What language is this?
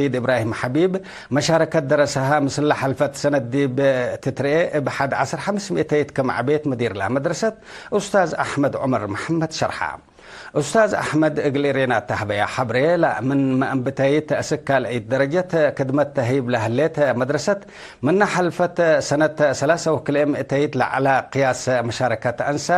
Tigre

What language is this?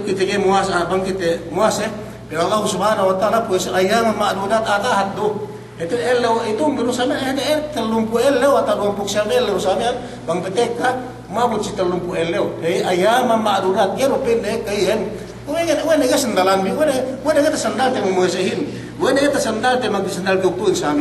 Yakan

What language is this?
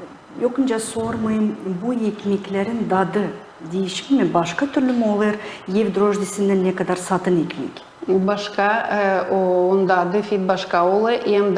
Gagauz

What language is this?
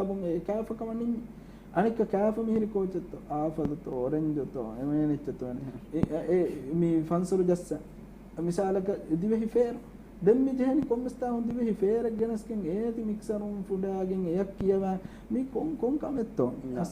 Divehi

